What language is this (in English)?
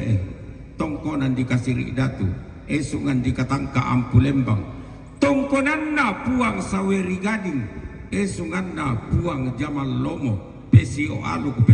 Toraja-Sa'dan